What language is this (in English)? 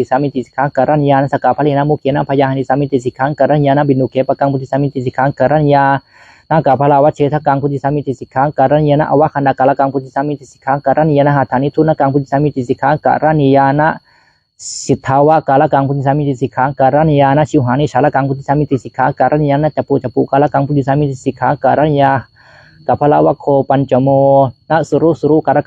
Pali